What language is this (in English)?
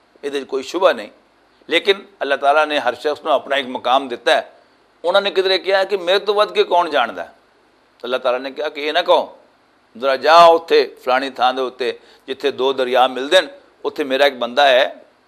Western Panjabi